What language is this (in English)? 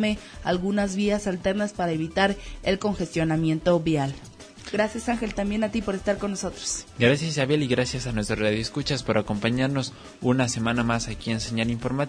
Spanish